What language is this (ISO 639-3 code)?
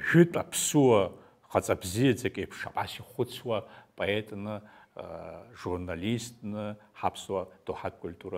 abk